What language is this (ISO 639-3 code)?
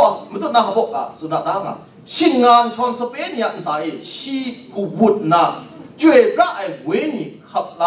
kac